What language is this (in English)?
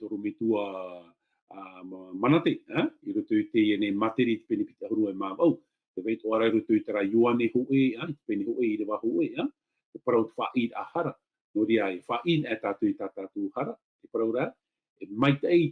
Tahitian